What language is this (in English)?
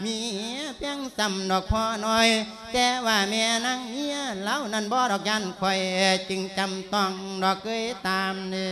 Lao